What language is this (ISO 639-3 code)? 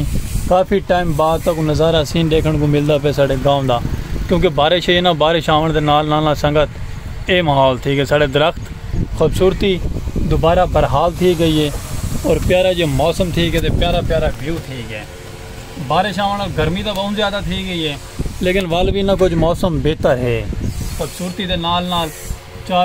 skr